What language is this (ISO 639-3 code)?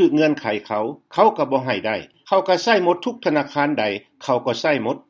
lao